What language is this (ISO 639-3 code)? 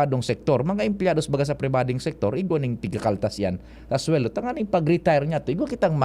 bik